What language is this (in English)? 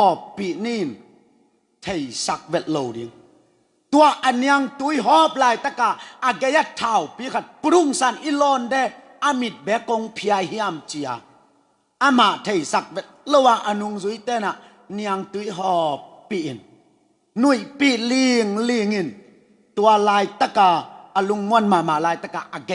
Tedim Chin